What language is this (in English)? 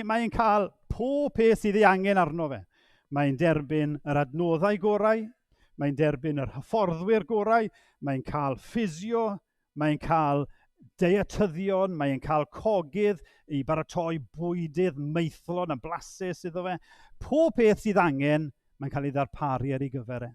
Welsh